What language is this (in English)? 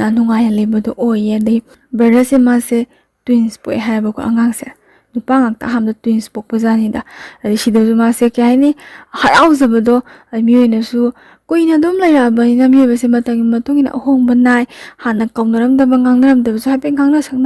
Manipuri